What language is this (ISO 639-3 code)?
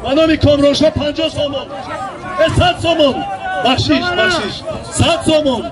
tgk